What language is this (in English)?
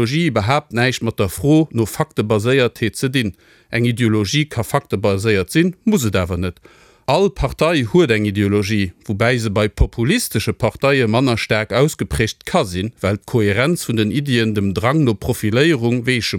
Luxembourgish